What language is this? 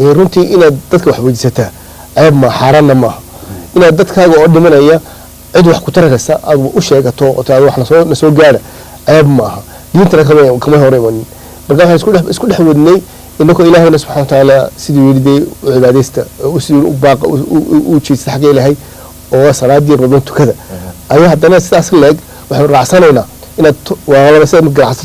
Somali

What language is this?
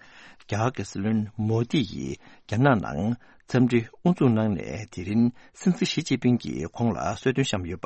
Tibetan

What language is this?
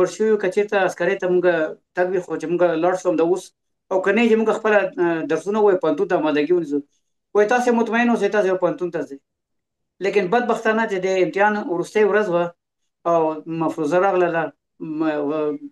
Pashto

